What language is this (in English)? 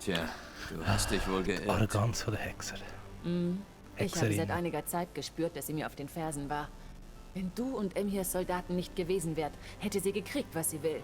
Swiss German